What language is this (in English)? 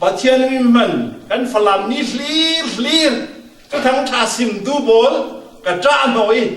Falam Chin